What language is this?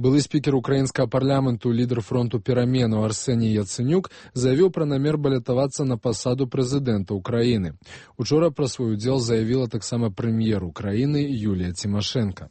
Belarusian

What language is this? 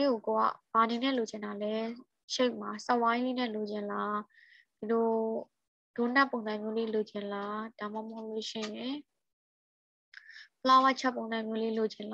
Burmese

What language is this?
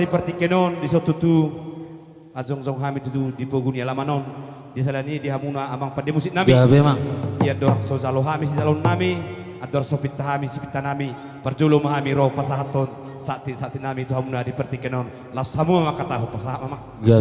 Batak Toba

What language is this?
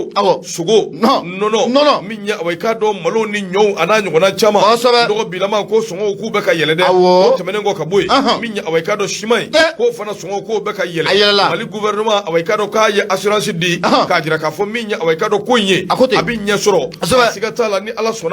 Bambara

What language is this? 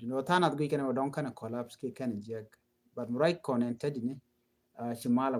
Nuer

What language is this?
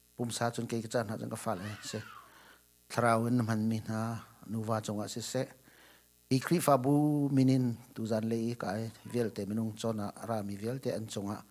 Hakha Chin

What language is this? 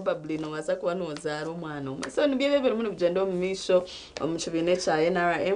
Nyankole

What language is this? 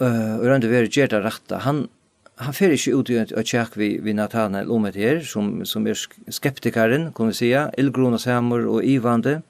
Faroese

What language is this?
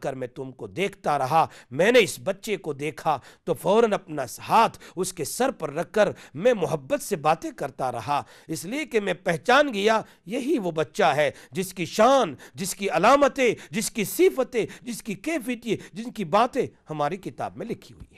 Urdu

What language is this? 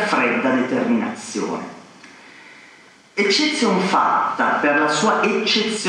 Italian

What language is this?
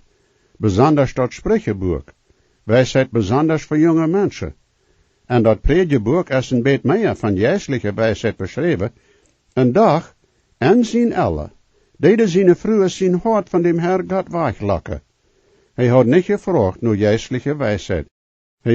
Plautdietsch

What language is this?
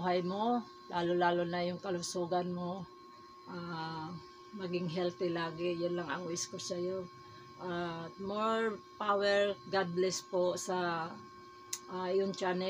Filipino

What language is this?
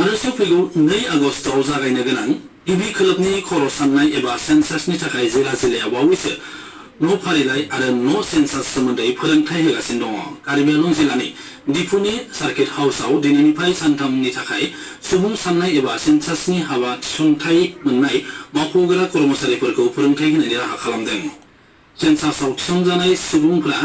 Bodo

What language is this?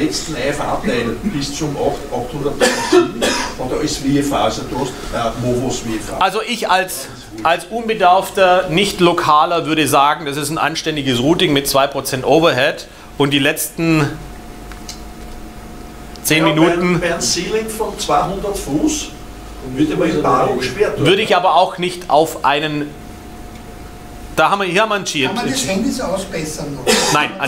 German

